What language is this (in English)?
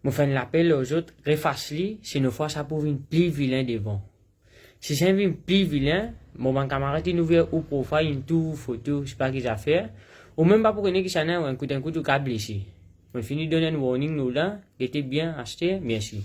Morisyen